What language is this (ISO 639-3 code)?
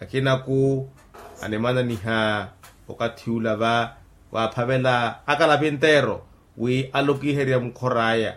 vmw